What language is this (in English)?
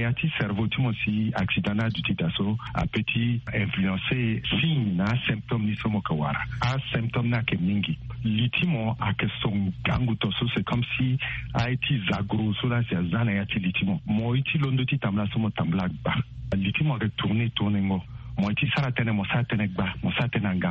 Sango